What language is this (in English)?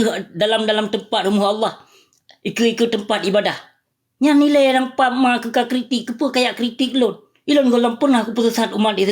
Achinese